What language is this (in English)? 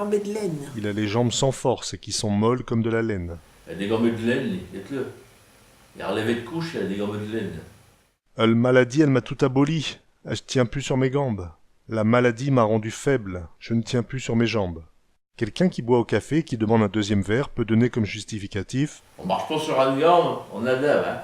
Picard